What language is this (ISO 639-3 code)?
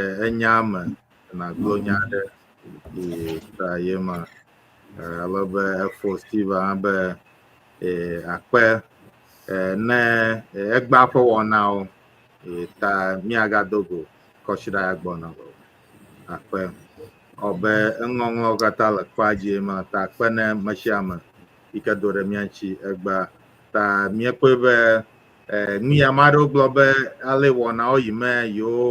ewe